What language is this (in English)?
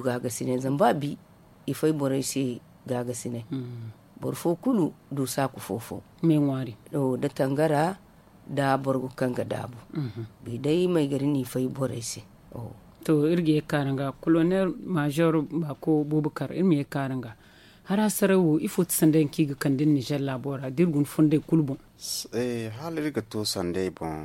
Zarma